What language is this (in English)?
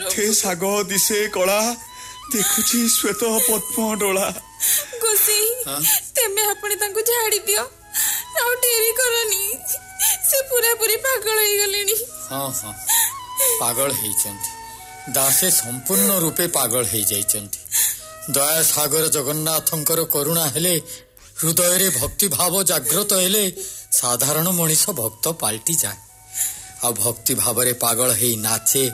Odia